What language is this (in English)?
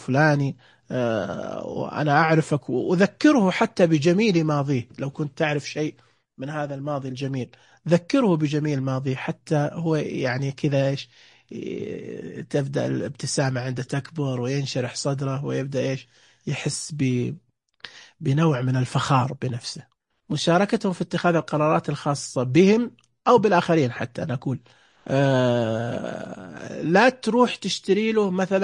Najdi Arabic